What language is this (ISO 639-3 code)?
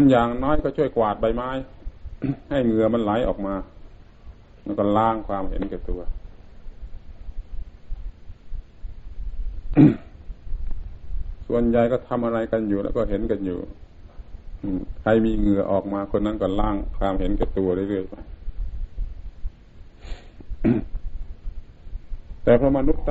tha